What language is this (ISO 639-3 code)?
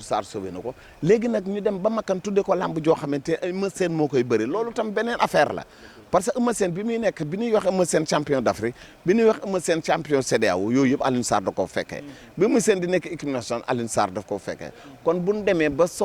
wol